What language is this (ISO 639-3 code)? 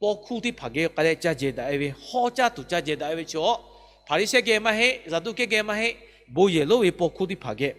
lhu